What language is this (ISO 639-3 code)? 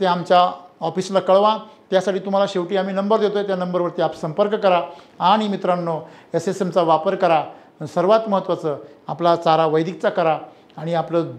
mar